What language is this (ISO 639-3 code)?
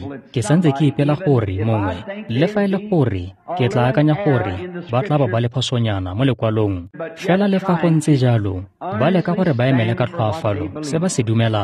tsn